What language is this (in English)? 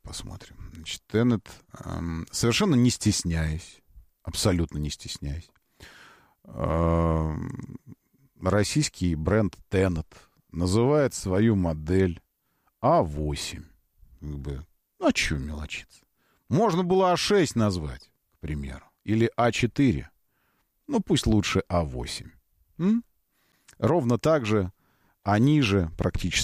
Russian